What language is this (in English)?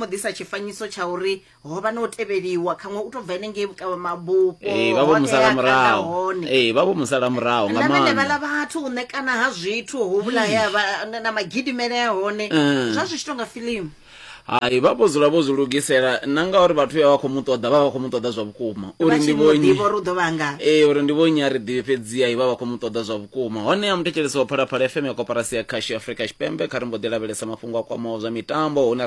Venda